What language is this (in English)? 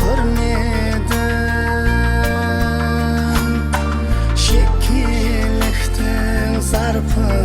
Kara-Kalpak